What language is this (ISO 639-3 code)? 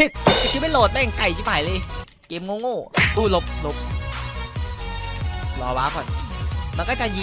tha